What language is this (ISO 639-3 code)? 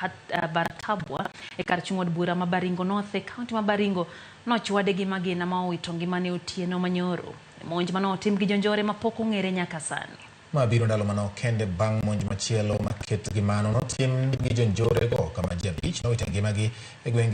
luo